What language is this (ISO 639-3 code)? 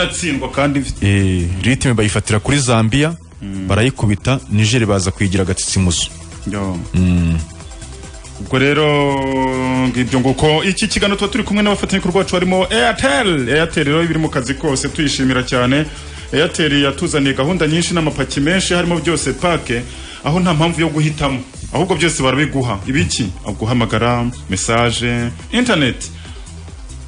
kin